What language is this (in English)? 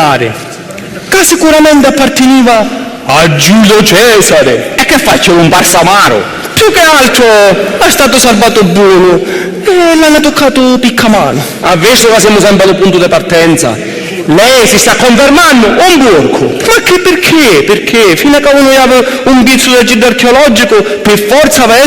Sicilian